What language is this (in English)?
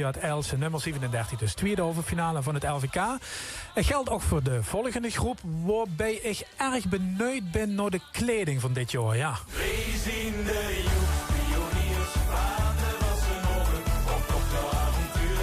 Limburgish